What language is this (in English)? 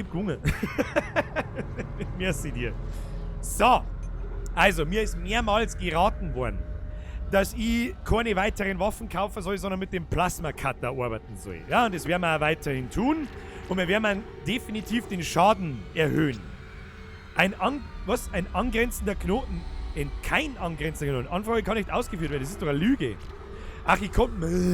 Bavarian